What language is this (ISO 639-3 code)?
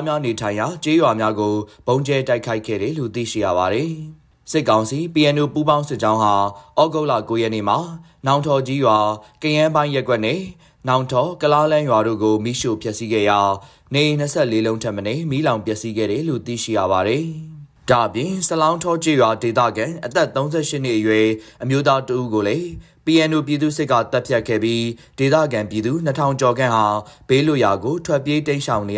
mya